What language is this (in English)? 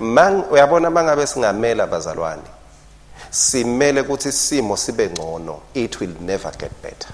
Swati